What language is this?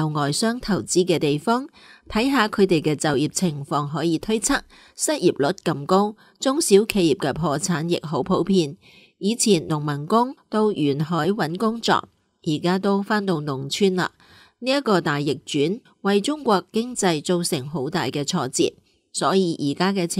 Cantonese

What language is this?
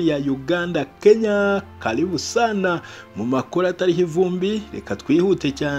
Kinyarwanda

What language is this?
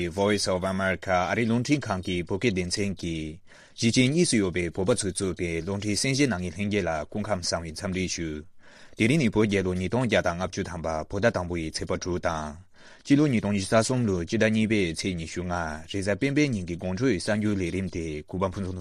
Tibetan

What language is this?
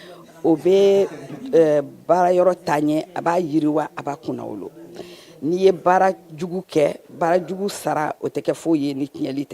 Bambara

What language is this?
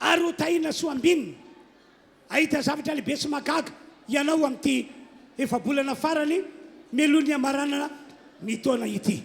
Malagasy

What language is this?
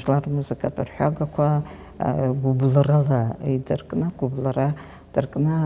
Abkhazian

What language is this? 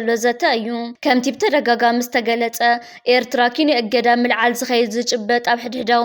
Tigrinya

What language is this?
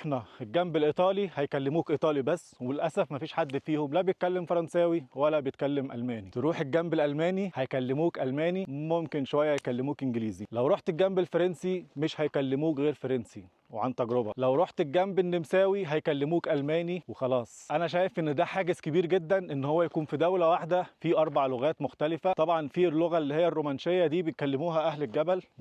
Egyptian Arabic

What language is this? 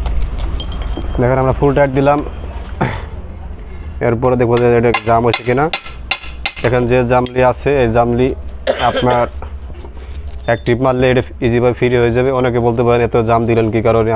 Bangla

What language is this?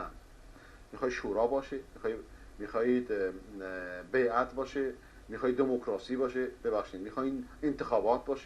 Persian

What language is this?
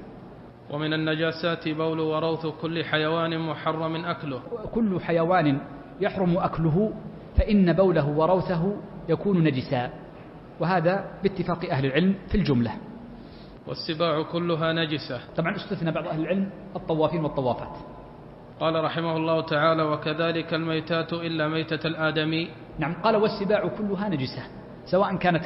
Arabic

